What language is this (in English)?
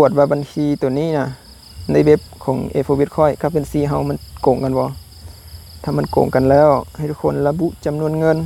Lao